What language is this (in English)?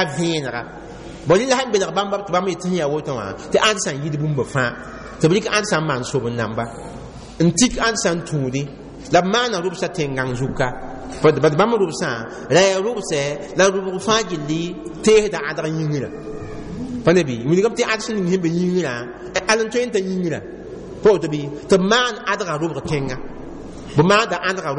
Mossi